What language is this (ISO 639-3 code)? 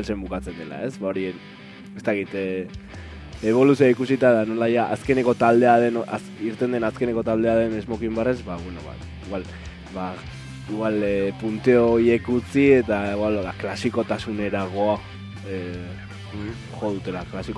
eus